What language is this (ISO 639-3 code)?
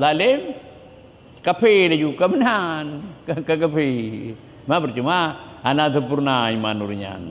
ace